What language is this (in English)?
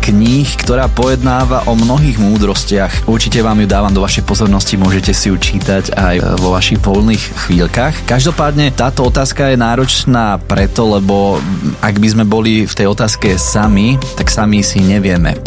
Slovak